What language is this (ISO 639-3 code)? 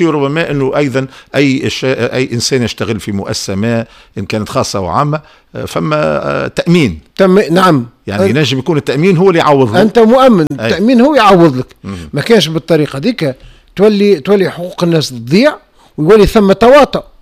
aeb